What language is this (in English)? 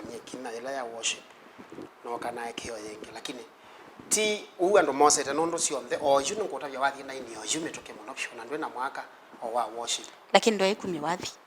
Kamba